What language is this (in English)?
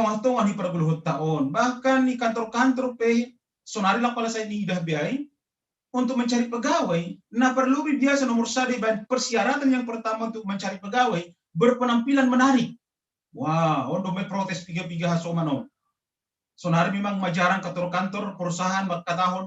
Batak Simalungun